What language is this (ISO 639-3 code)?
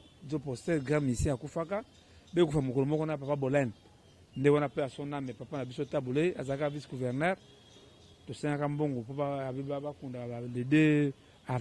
lin